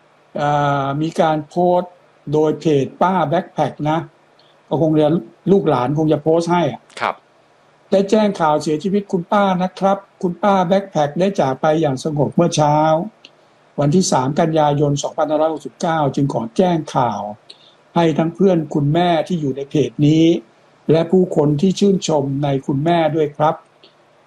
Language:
Thai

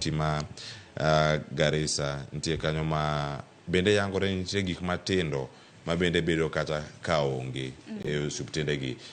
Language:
Luo (Kenya and Tanzania)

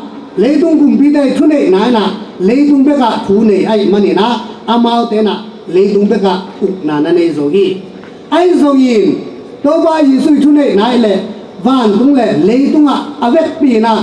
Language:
Tedim Chin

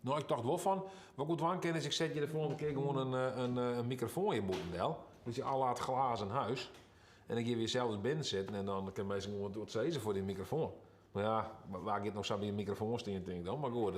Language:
Western Frisian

